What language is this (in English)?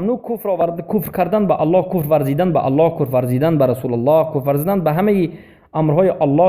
Persian